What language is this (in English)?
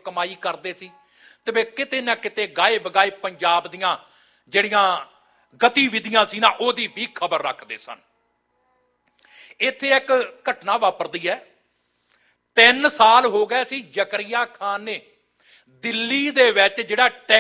Punjabi